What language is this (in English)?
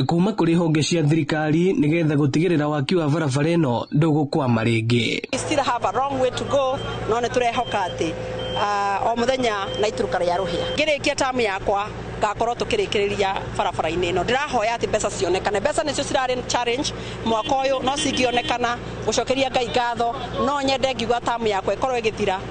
Kikuyu